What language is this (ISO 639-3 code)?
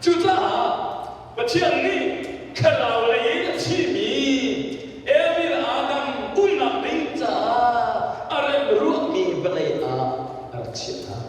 cnh